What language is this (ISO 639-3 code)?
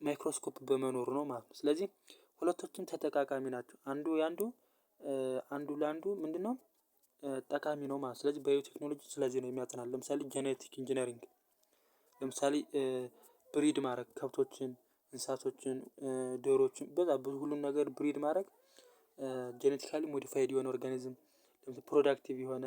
amh